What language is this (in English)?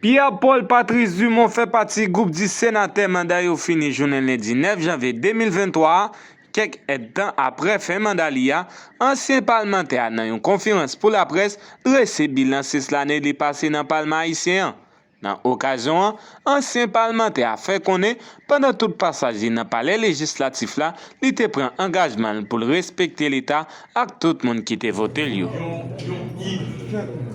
Haitian Creole